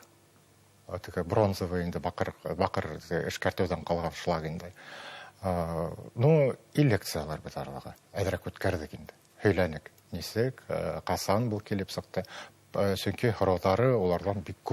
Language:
Bashkir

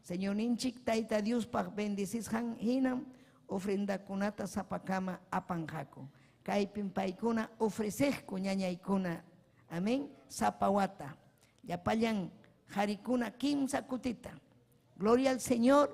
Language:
Ayacucho Quechua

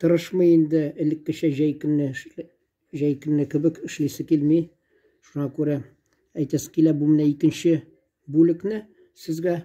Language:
Tatar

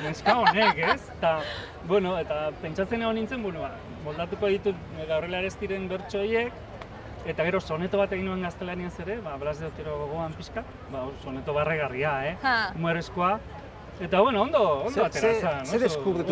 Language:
Basque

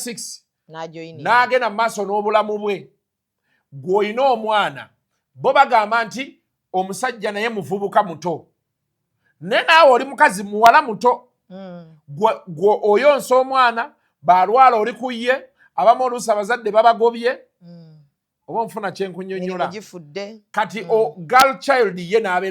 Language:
Ganda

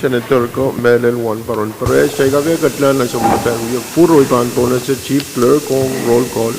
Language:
Pohnpeian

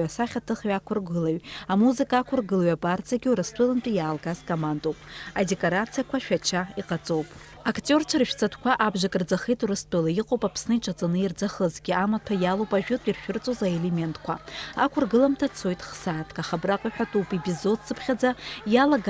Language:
Abkhazian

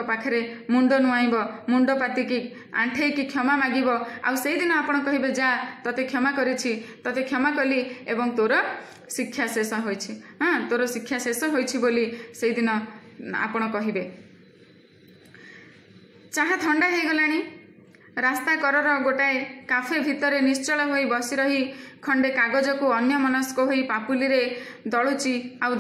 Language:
Odia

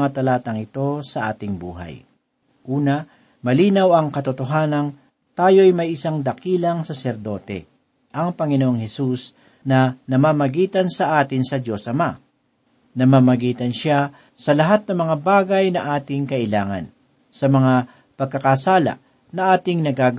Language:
Filipino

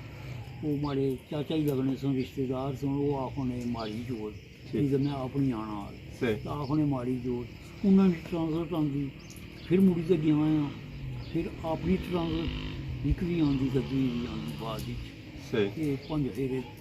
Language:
Pahari-Potwari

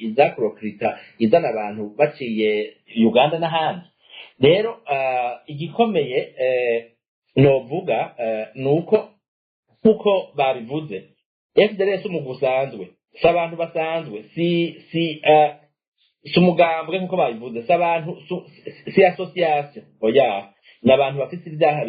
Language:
Rundi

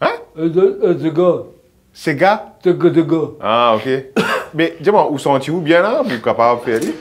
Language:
Morisyen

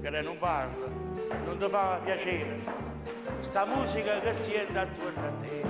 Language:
Neapolitan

